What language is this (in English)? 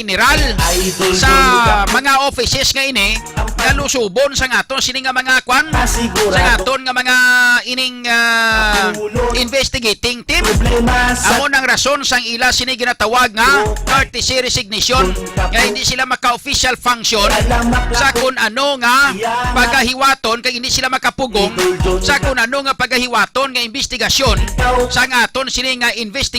Hiligaynon